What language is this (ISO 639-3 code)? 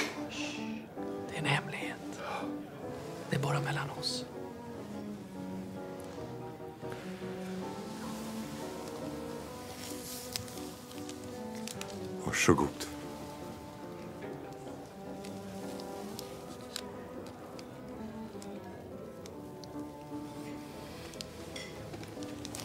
swe